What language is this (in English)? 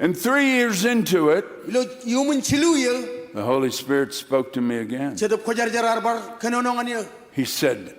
Marshallese